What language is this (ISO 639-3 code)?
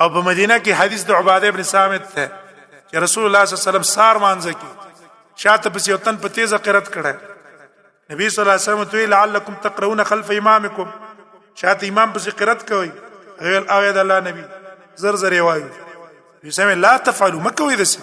pus